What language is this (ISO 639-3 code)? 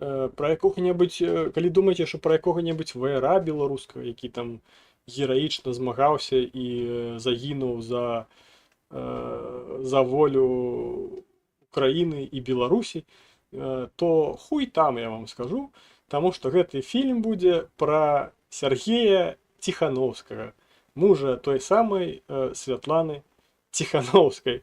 bel